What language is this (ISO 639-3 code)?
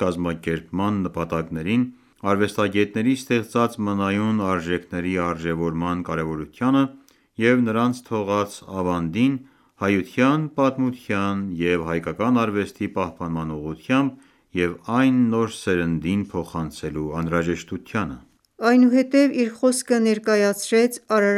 hye